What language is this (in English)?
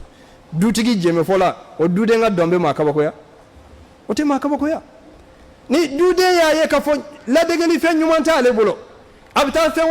Bambara